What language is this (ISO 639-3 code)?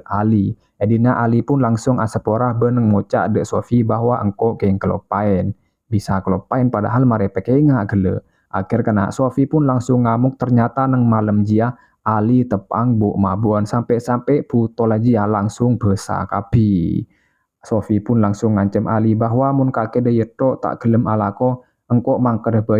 mad